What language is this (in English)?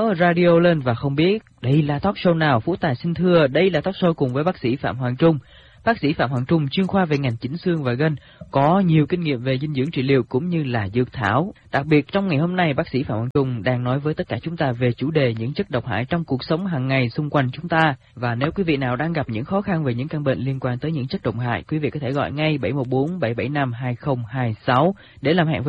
Vietnamese